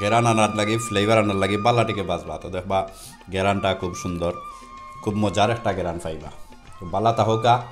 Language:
Sylheti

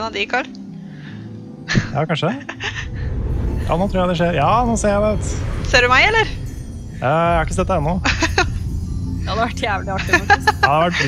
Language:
Norwegian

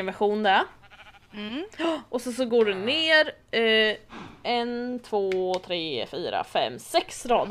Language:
Swedish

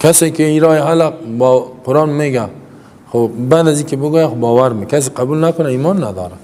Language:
Persian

